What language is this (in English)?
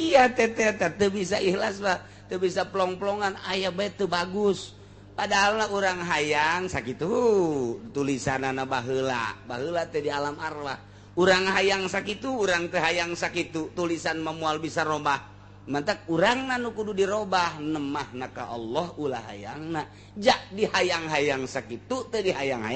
Sundanese